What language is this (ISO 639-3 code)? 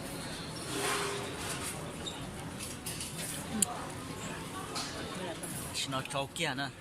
lao